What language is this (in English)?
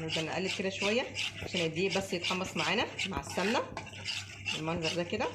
Egyptian Arabic